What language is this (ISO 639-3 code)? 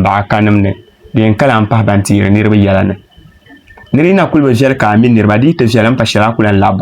dag